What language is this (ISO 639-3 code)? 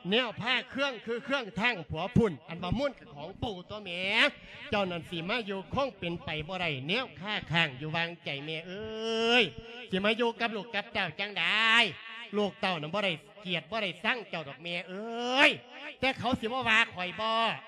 lao